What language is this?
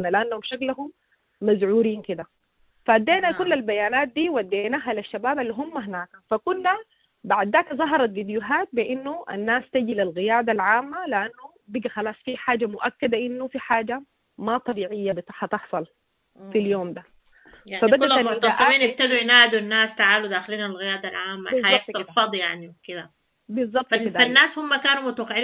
Sudanese Arabic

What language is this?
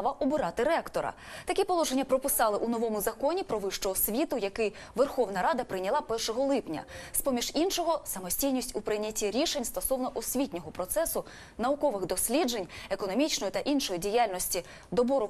Ukrainian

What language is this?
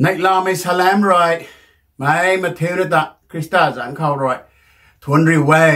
Rongmei Naga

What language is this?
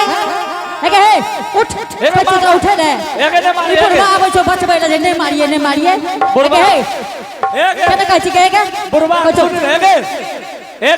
Angika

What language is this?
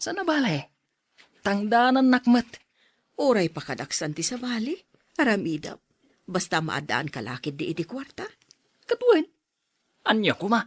Iloko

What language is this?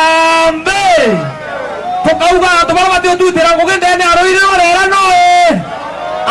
Meru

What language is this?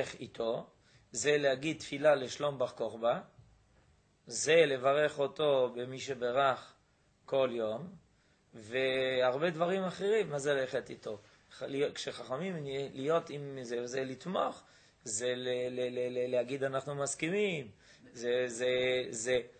Hebrew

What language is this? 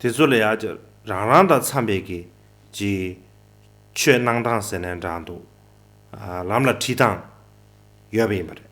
Tibetan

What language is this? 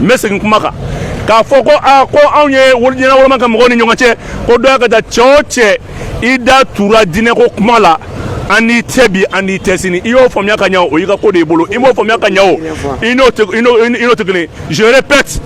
Bambara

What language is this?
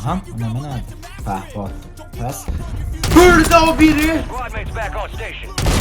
South Azerbaijani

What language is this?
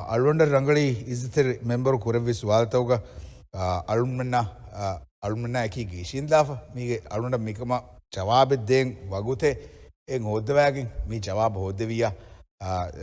Divehi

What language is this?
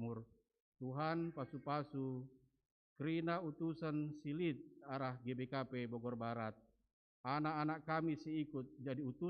Batak Karo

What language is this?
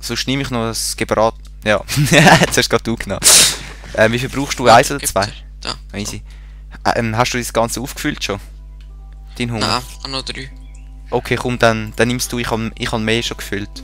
Swiss German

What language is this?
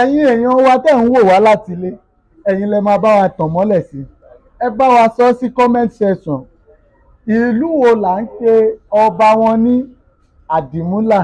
Yoruba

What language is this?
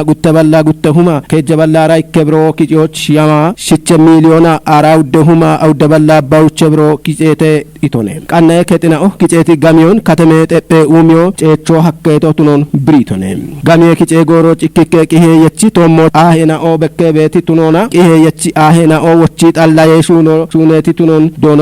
Kafa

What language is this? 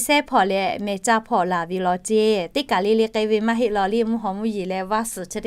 Lahu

